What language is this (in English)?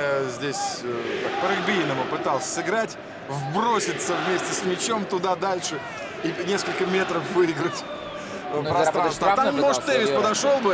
Russian